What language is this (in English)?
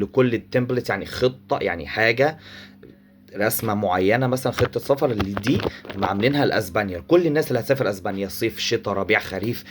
Egyptian Arabic